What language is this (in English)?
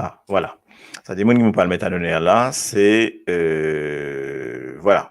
Morisyen